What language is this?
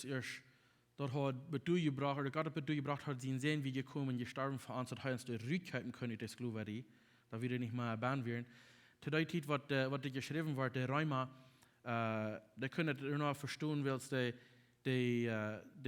Plautdietsch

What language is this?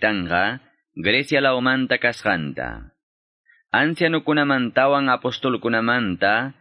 Quechua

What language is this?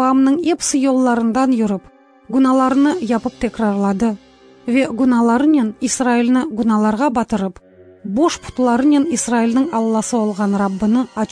Crimean Tatar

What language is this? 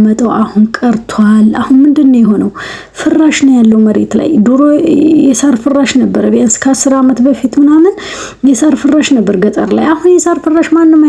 Amharic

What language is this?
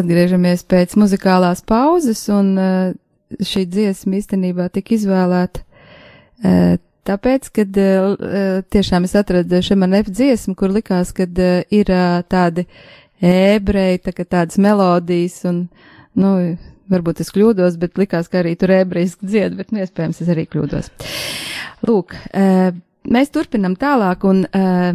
Latvian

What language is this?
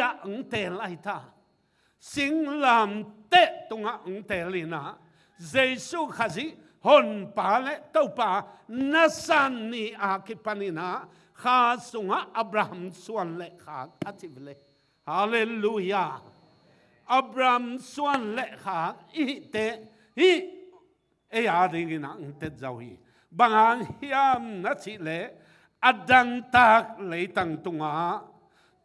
Tedim Chin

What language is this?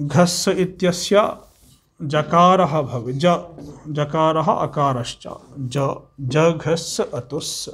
Sanskrit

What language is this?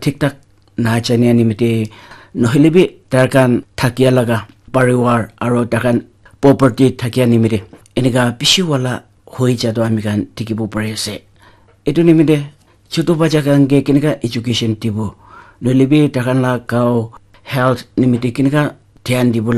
Naga Pidgin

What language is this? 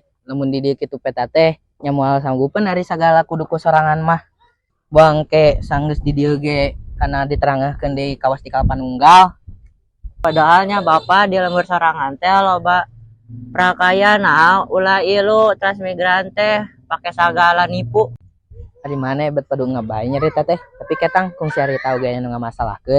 Sundanese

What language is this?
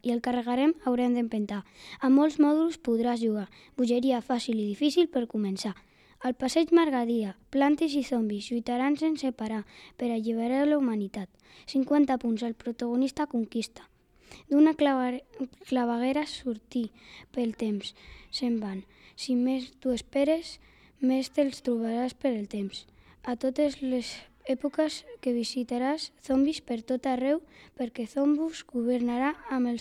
Catalan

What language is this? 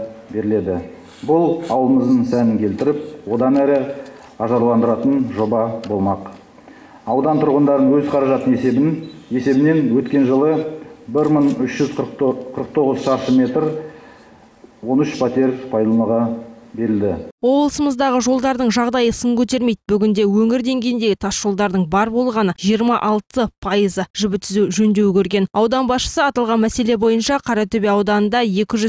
Kazakh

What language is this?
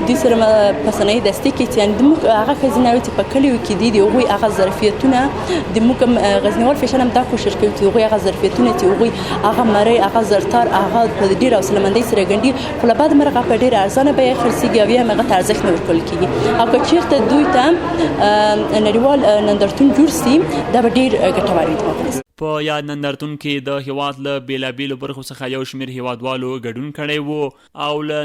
Pashto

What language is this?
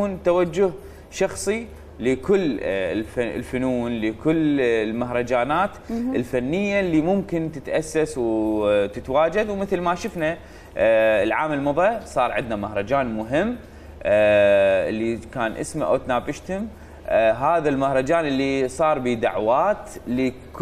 Mesopotamian Arabic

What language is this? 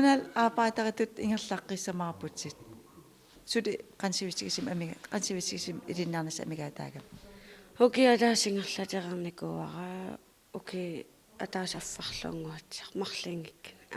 Kalaallisut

